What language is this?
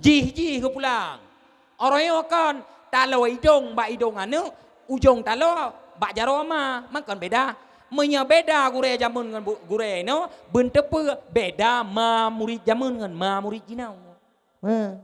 Achinese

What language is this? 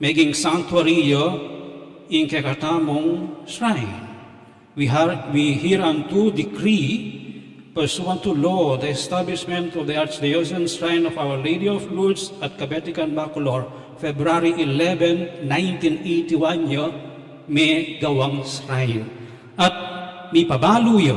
Pampanga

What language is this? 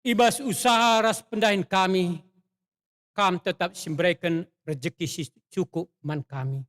Batak Karo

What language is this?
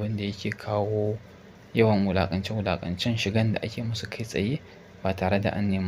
Hausa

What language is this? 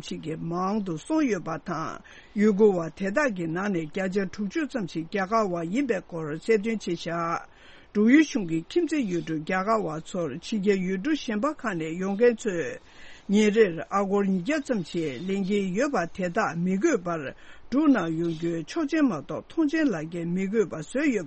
Tibetan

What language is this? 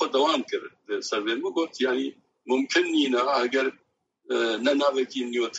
Kurdish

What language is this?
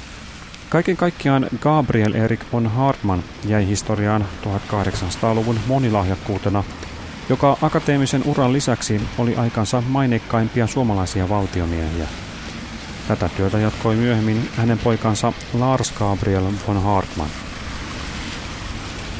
Finnish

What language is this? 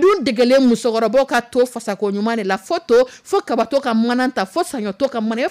Dyula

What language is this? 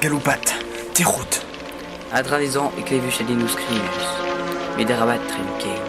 Breton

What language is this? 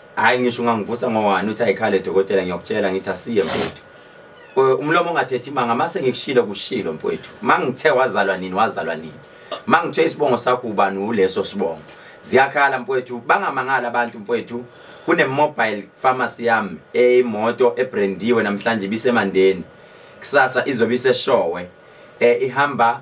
Zulu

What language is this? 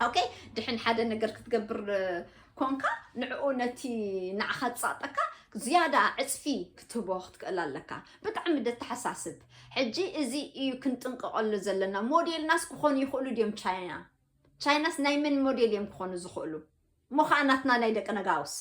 Tigrinya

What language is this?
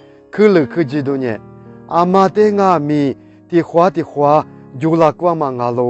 Lisu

